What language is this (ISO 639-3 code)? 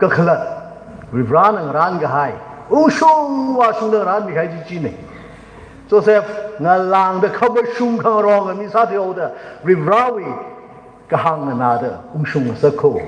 nmf